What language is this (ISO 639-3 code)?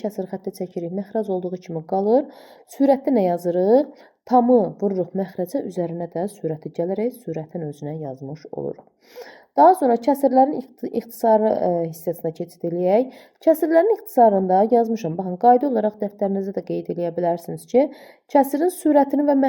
aze